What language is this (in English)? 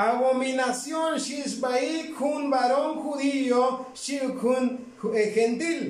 Tzotzil